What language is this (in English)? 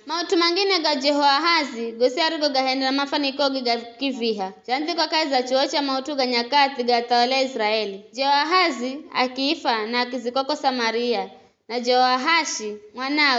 Giryama